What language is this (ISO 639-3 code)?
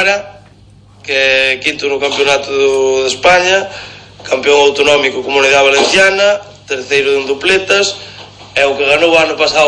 glg